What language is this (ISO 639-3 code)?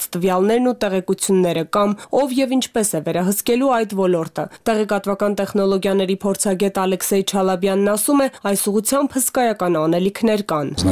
hye